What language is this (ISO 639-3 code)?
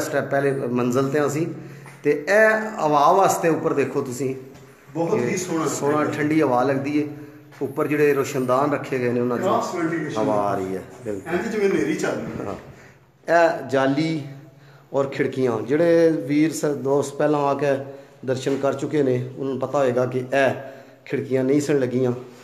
pan